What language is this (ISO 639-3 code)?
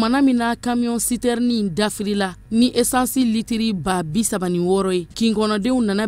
bam